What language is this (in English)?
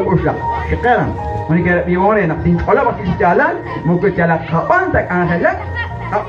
Kekchí